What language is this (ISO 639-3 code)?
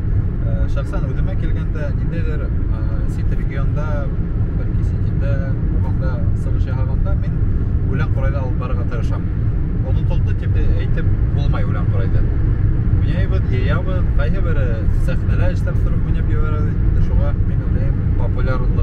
bak